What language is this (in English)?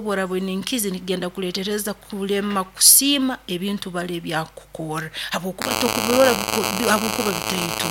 Nyoro